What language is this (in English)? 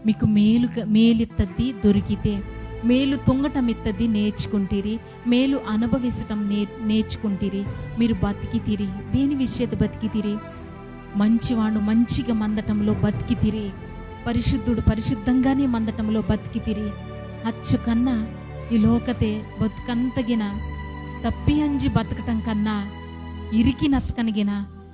Koya